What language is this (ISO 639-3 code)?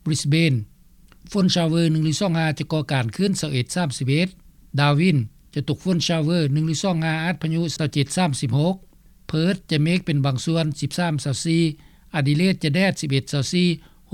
lao